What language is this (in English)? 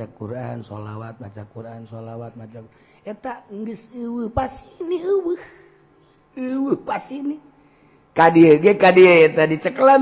Sundanese